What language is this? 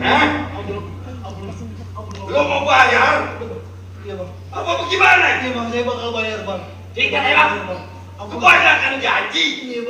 Betawi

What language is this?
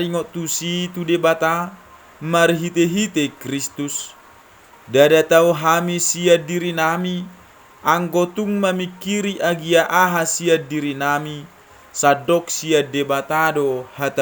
Batak Toba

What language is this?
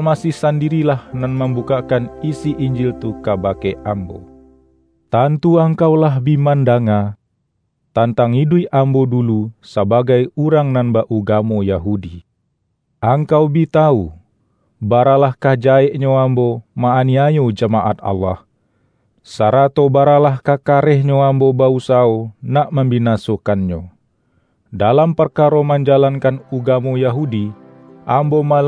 Minangkabau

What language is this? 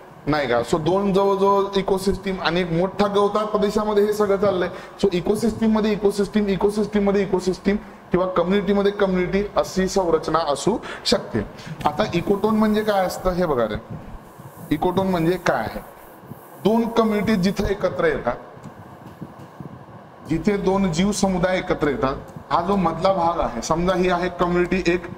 Marathi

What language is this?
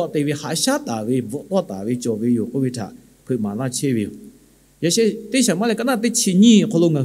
Lahu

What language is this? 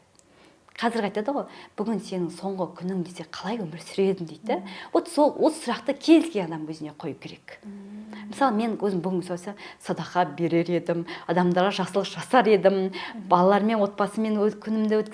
Kazakh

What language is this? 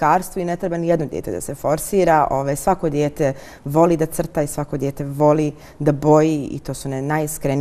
Bosnian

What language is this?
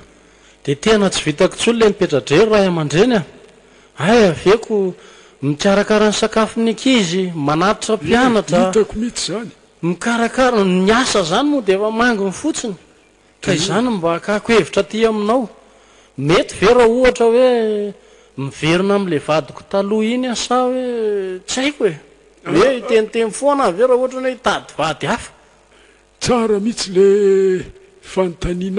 Malagasy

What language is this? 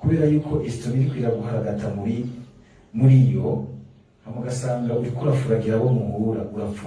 Rundi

